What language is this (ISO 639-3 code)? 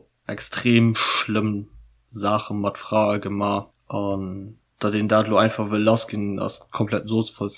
ltz